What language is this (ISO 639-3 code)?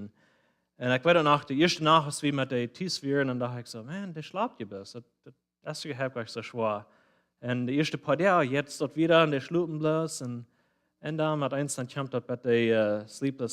pdt